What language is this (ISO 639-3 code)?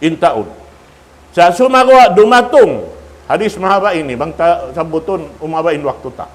tsg